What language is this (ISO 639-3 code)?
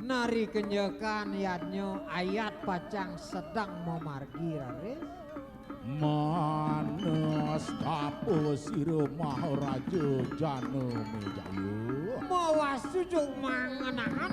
ban